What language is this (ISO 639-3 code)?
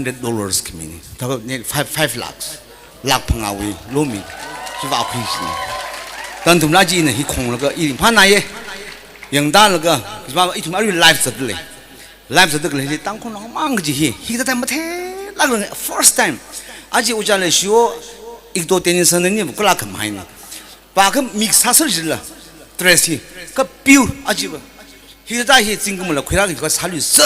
nmf